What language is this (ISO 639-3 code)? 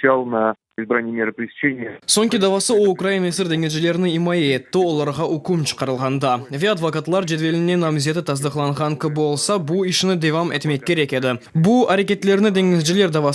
crh